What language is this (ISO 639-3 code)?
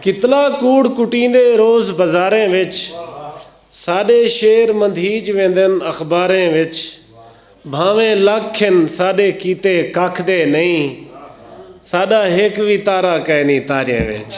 skr